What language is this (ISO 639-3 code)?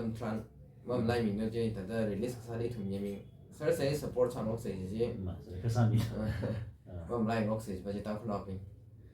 nmf